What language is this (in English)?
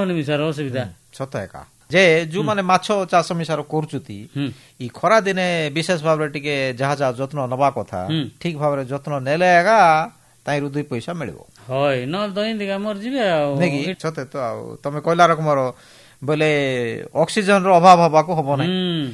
Odia